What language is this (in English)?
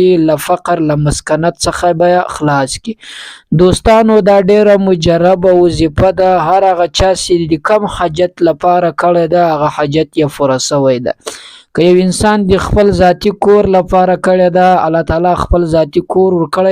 Pashto